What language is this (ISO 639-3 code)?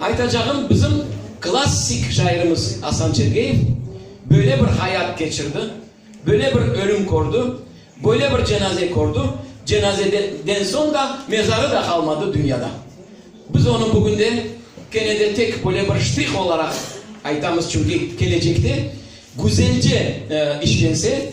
crh